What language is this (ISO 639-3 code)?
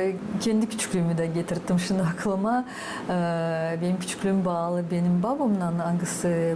gag